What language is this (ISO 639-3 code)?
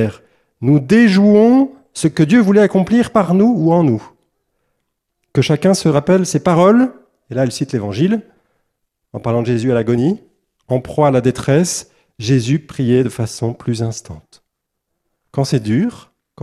fra